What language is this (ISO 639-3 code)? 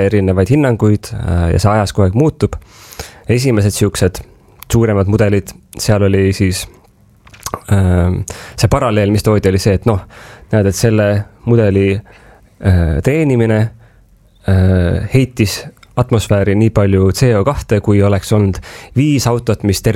est